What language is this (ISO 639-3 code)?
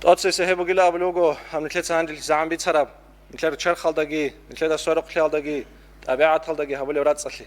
ava